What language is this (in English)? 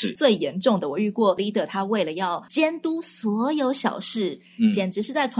Chinese